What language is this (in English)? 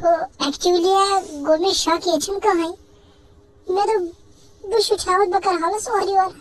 Kashmiri